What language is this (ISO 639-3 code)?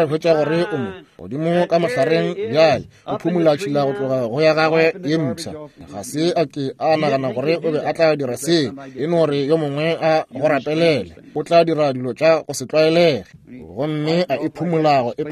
nso